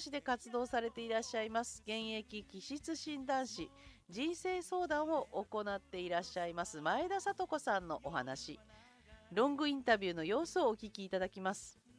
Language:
Japanese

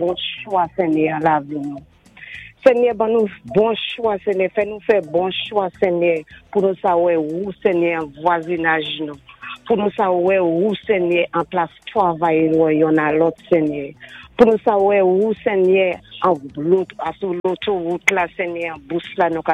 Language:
Saint Lucian Creole French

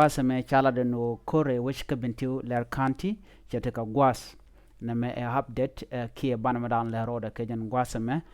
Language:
Nuer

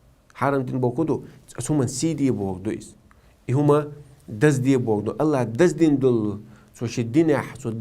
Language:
Chechen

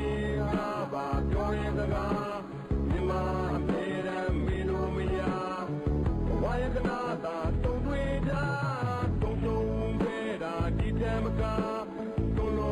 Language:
Burmese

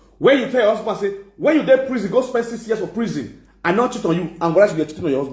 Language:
Nigerian Pidgin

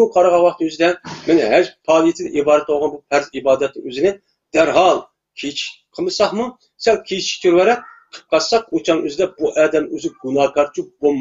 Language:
Uyghur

